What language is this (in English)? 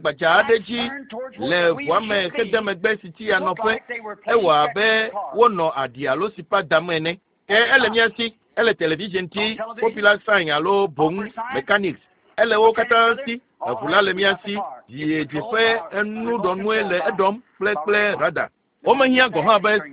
Ewe